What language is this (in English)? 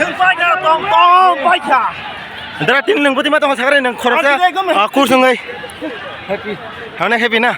Kok Borok